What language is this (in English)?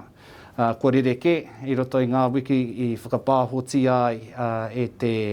Māori